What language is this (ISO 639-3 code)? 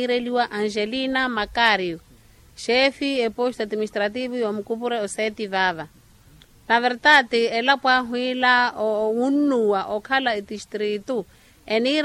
vmw